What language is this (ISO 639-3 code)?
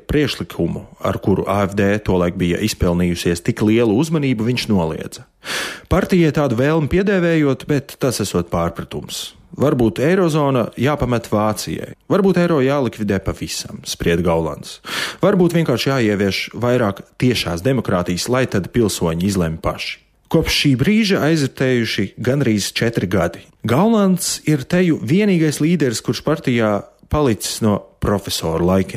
lav